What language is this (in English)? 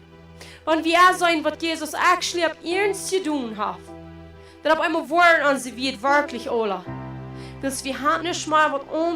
Plautdietsch